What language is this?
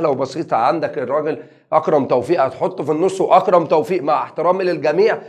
Egyptian Arabic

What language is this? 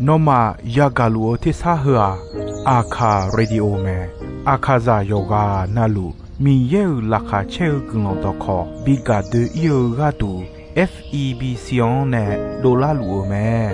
Akha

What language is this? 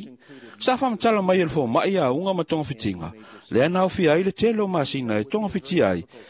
Samoan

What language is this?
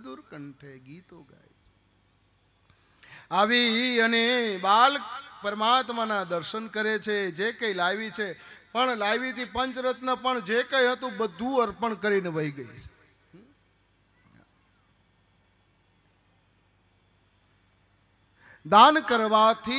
Gujarati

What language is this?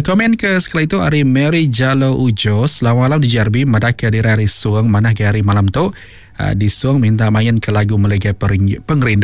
Iban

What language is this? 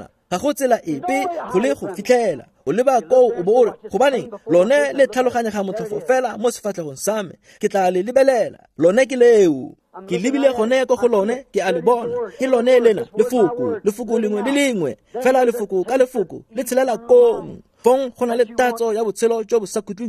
Tswana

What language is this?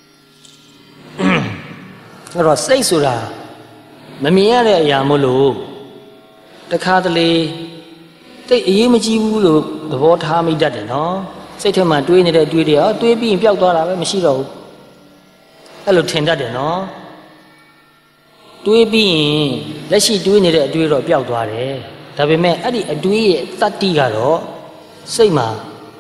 Burmese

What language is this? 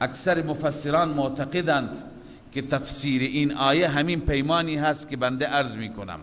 Persian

